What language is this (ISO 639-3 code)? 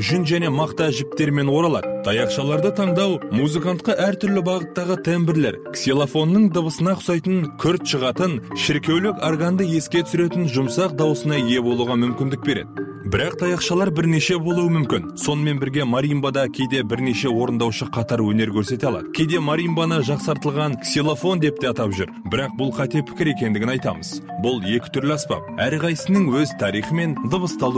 kaz